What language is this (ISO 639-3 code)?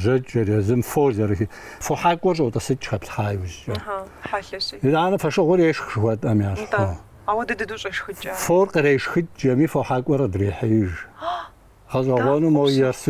kbd